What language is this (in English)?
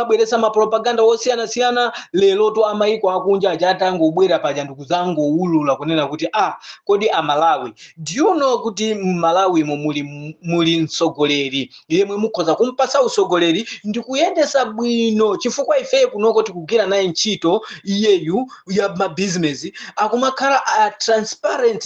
Nyanja